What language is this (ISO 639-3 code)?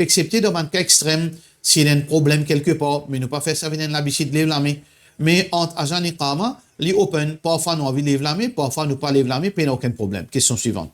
mfe